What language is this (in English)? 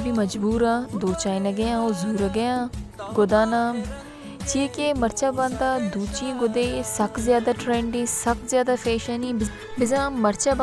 Baluchi